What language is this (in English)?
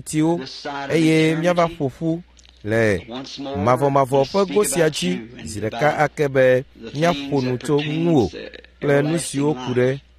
Ewe